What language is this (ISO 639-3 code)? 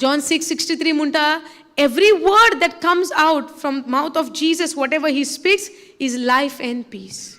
kok